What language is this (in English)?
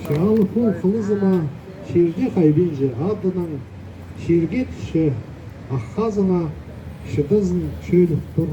Khakas